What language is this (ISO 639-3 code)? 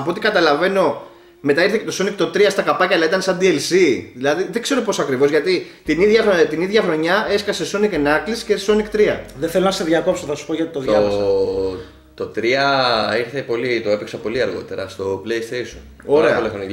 ell